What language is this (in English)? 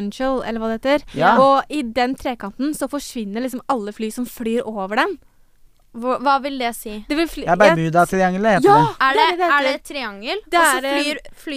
Norwegian